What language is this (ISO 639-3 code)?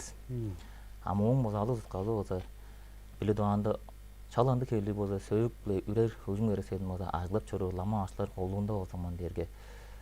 tyv